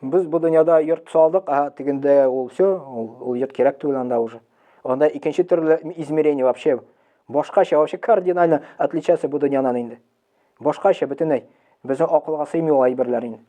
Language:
Tatar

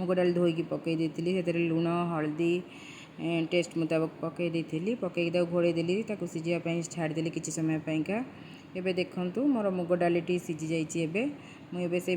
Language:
Odia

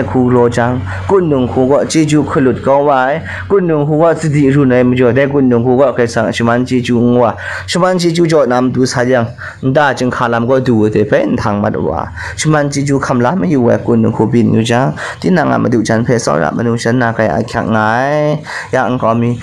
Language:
Kachin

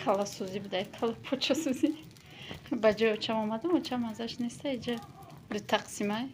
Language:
Tajik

